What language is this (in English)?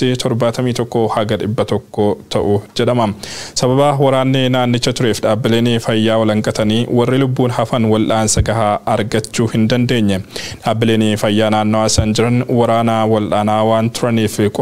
Oromo